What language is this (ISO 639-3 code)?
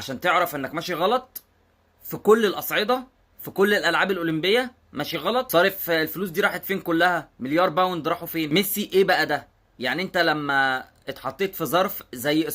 arz